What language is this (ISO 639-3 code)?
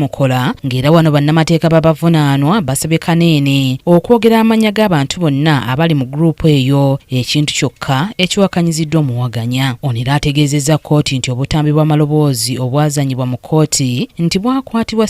lug